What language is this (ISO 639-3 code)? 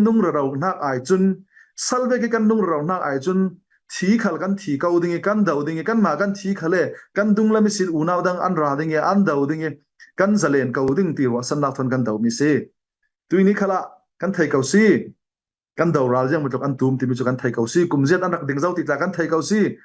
cfm